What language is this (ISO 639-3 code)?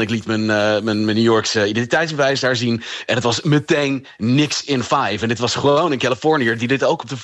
nld